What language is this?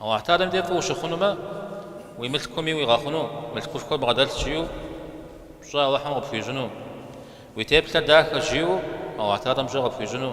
Kabardian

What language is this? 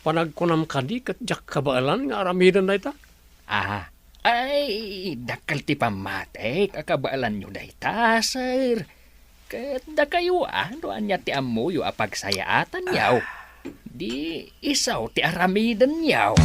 Iloko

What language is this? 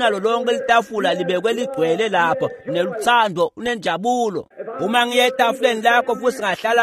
Swati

